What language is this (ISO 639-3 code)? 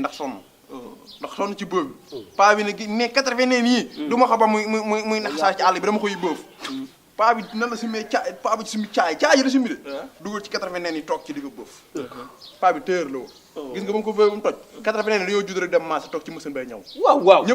wol